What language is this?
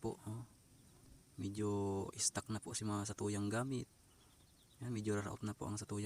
Bikol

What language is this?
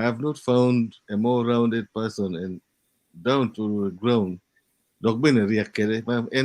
Acoli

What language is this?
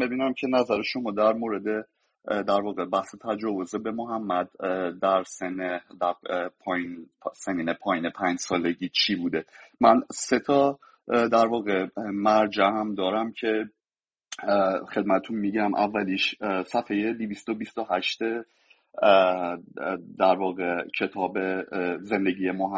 Persian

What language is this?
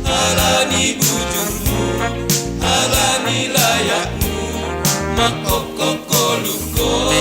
Batak Simalungun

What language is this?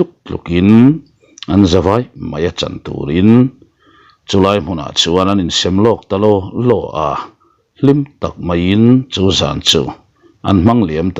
Mizo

